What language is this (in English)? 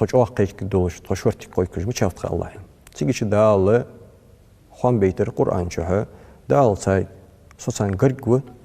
Ingush